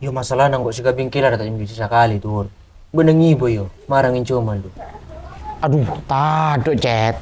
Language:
Madurese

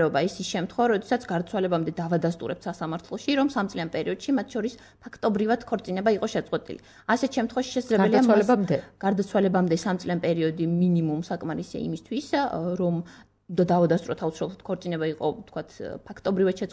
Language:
Georgian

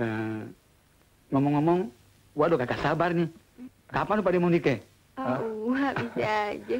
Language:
Betawi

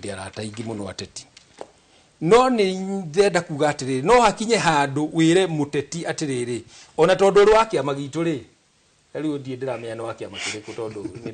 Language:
Kikuyu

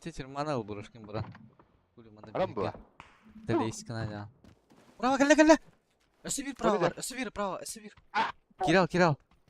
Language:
Yakut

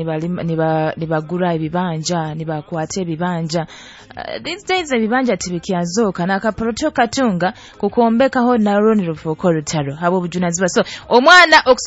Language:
Nyoro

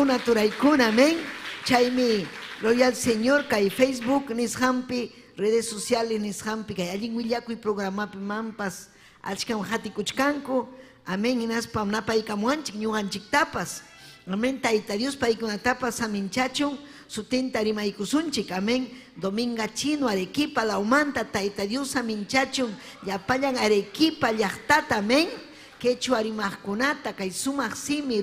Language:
Ayacucho Quechua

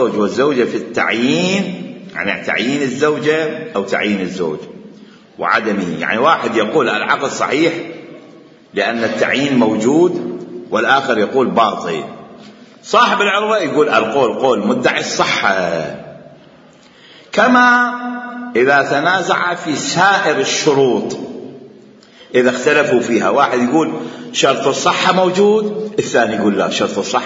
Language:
Arabic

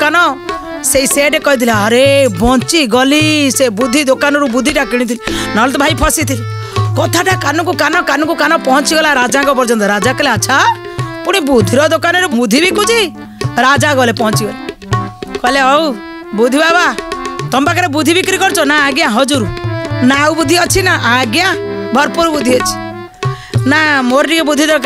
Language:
Odia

